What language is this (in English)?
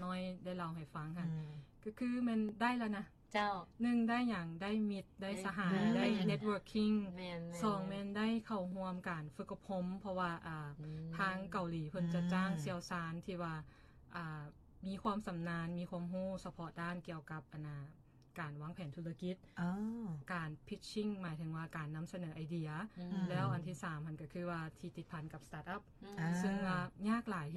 Lao